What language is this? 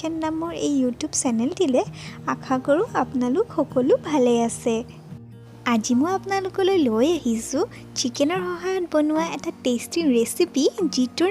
Assamese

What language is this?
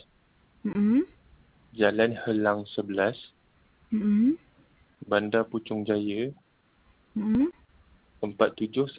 Malay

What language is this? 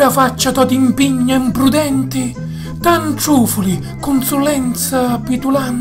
Sicilian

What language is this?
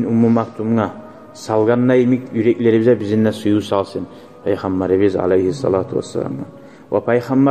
Kumyk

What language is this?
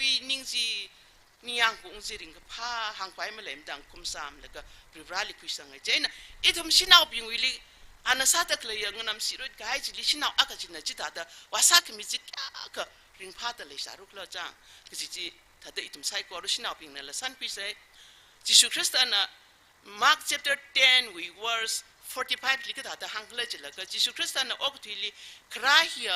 Tangkhul Naga (India)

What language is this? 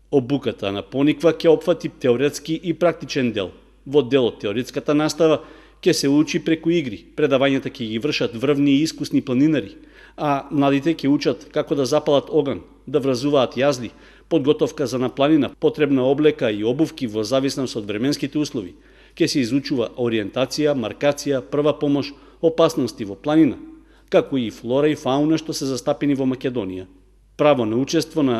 Macedonian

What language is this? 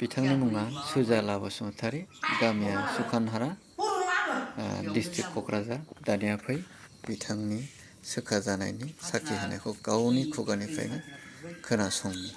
Bodo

